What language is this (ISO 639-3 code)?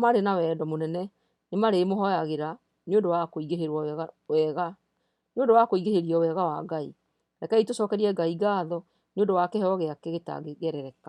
kik